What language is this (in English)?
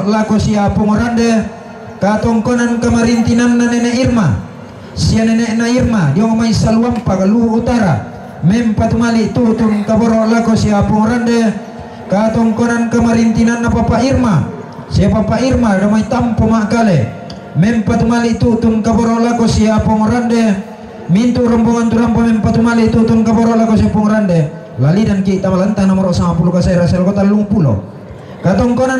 Toraja-Sa'dan